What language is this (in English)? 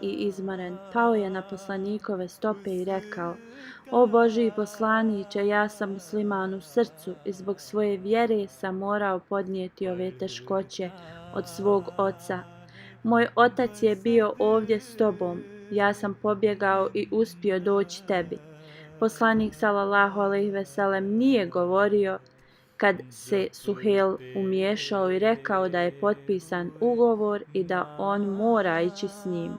Bosnian